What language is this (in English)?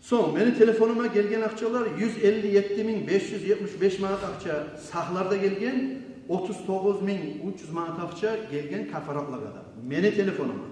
Kumyk